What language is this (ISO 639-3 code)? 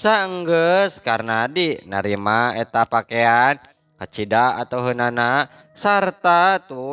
sun